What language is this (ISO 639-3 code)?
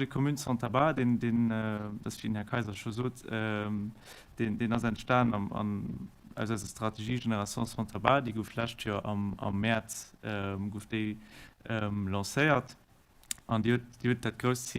ltz